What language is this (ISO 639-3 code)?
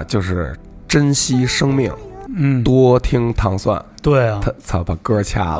zho